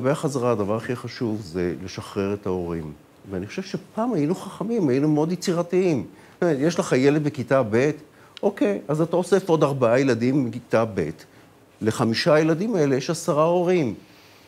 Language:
Hebrew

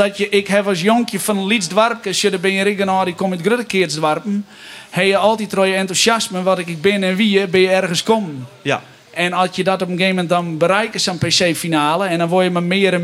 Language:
Western Frisian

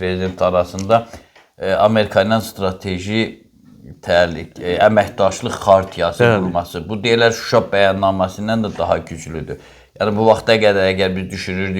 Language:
Azerbaijani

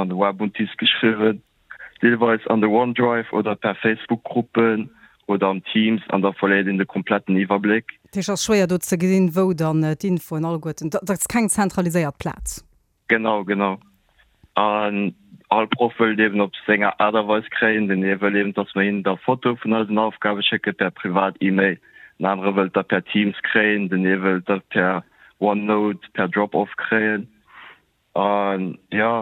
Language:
Luxembourgish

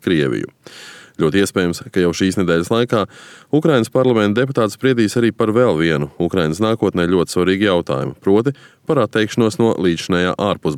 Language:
Latvian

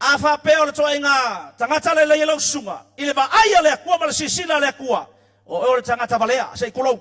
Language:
Samoan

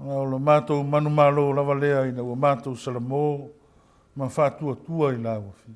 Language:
Samoan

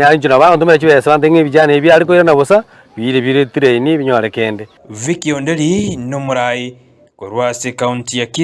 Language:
Gusii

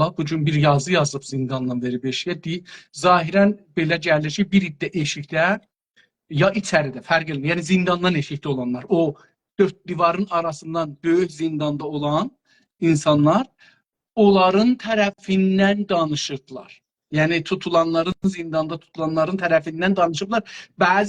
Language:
South Azerbaijani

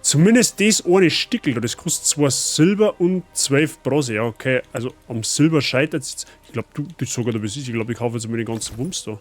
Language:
Bavarian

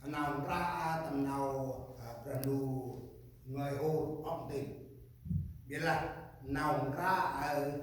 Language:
Central Mnong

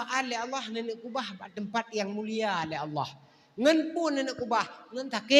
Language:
Achinese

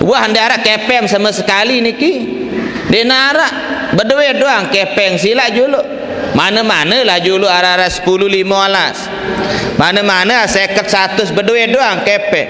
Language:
Sasak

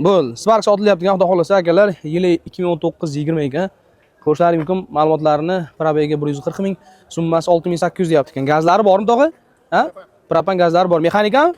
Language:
Uzbek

